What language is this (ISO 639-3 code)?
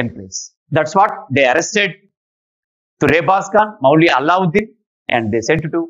tel